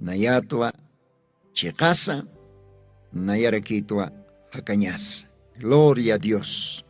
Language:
Aymara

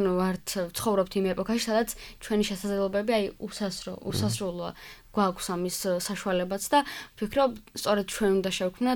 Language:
Georgian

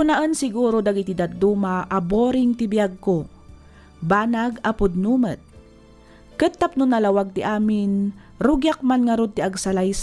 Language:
Iloko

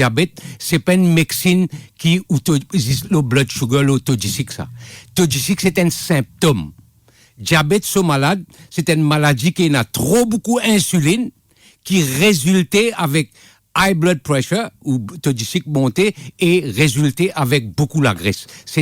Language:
Morisyen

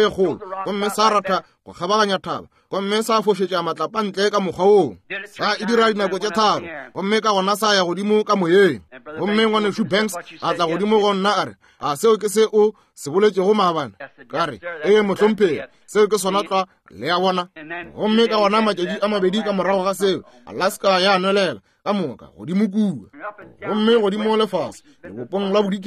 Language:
Northern Sotho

